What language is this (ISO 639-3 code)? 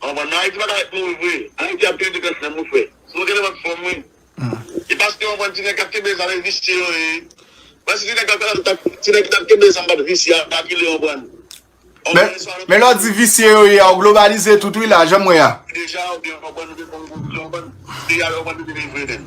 hat